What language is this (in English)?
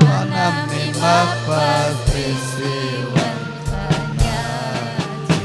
Ayacucho Quechua